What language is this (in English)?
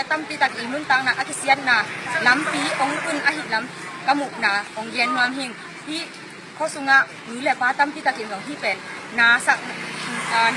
Tedim Chin